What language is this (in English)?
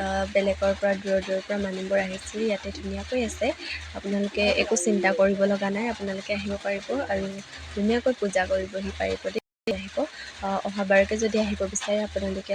Assamese